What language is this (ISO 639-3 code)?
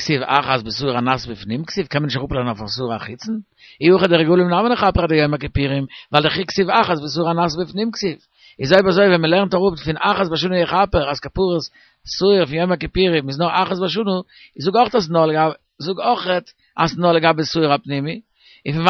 yid